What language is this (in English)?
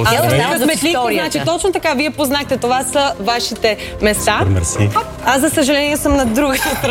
Bulgarian